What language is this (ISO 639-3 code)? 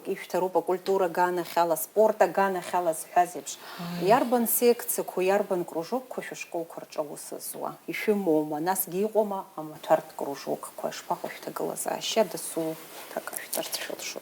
abk